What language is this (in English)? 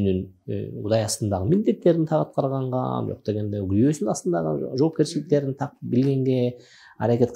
Kyrgyz